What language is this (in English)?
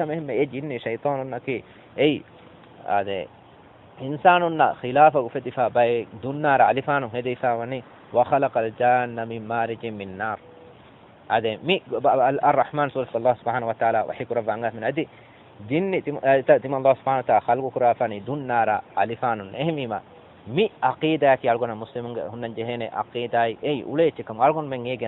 Divehi